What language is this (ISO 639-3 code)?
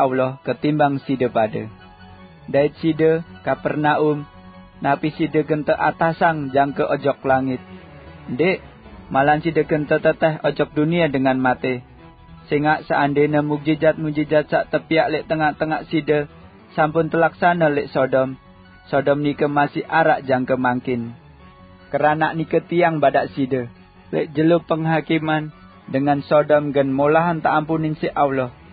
sas